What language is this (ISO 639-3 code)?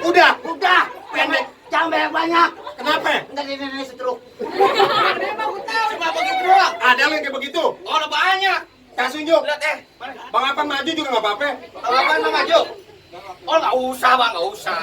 bew